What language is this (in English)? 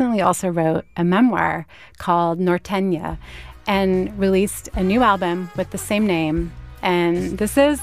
English